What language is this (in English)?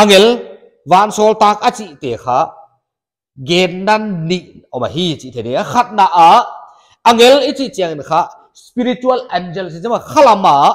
Paite Chin